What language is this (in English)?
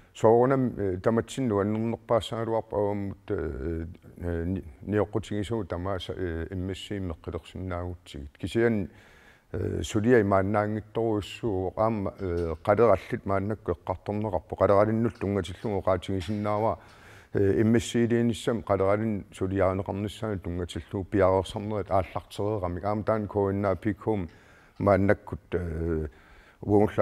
Kalaallisut